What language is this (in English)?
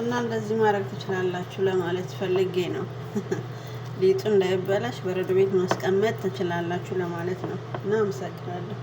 Amharic